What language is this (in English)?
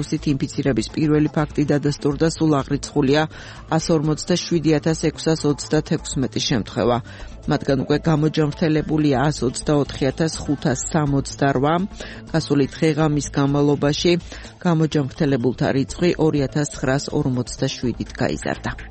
Georgian